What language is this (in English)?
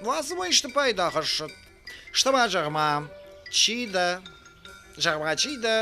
Ossetic